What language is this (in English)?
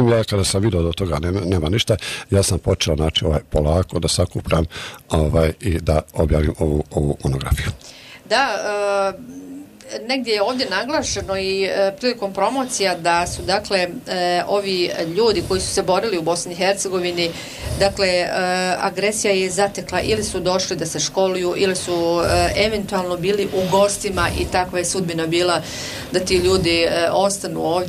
Bosnian